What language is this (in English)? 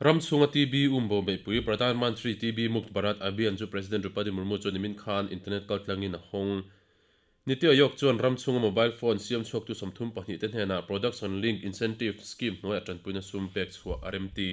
Mizo